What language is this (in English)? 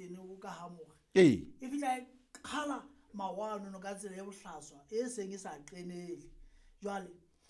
Southern Sotho